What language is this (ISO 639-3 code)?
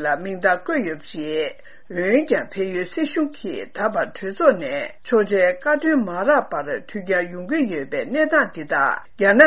bod